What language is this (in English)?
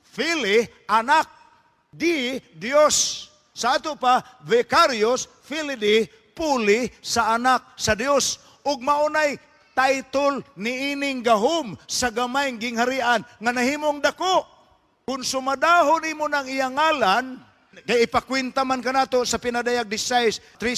Cebuano